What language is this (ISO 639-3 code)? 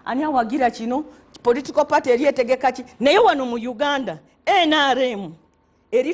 lug